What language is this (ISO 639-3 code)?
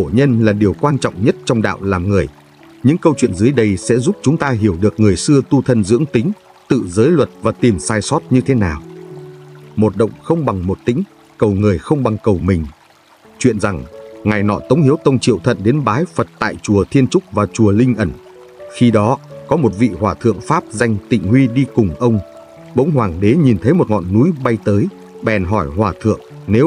vie